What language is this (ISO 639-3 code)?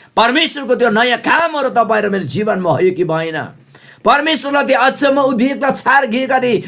taj